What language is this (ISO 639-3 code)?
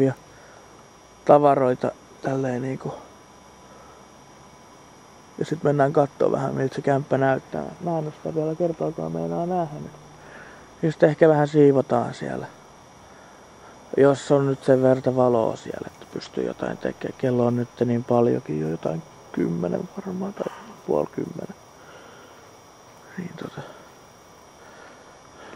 fin